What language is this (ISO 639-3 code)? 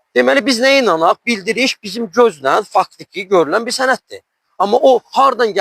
aze